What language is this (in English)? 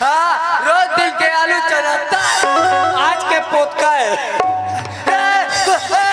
Chhattisgarhi